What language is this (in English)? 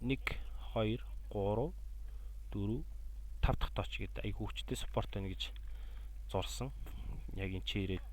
Mongolian